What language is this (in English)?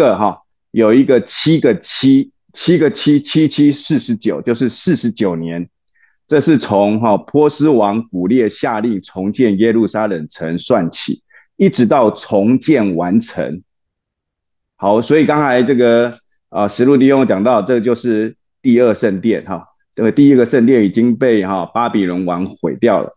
Chinese